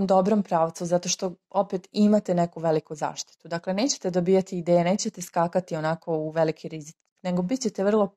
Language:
Serbian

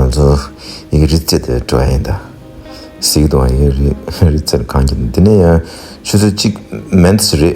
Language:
Tibetan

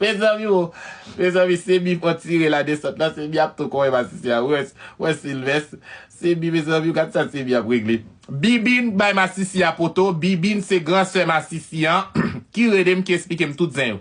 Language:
Haitian Creole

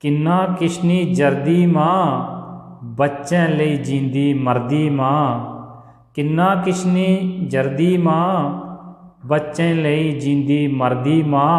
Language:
Dogri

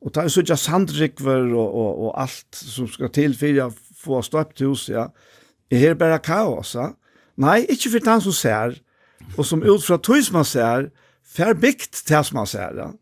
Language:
Faroese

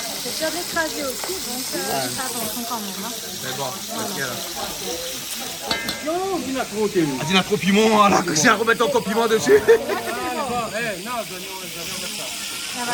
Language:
Réunion Creole French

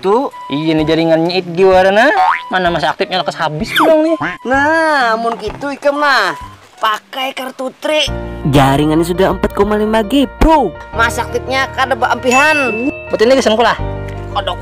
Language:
Banjar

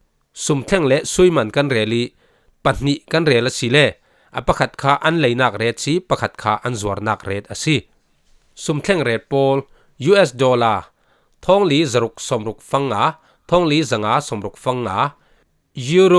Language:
Falam Chin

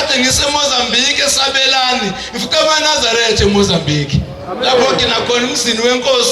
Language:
Zulu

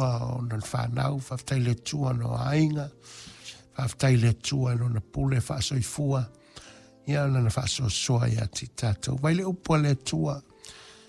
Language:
Samoan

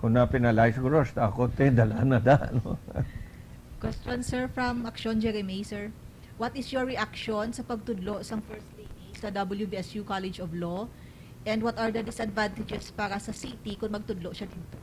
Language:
Hiligaynon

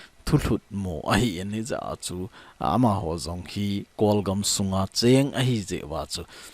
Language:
Thado Chin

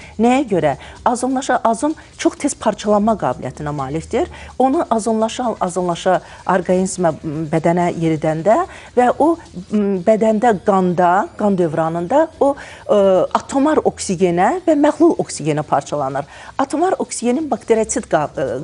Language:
Azerbaijani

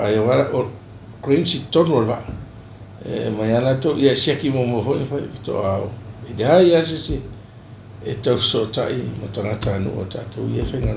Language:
Samoan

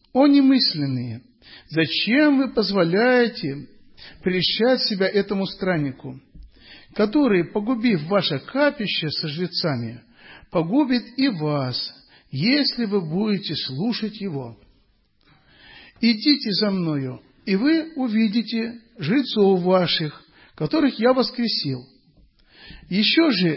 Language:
Russian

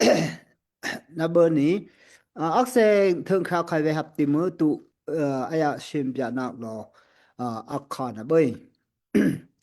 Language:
Daai Chin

